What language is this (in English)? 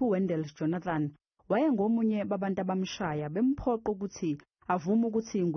Zulu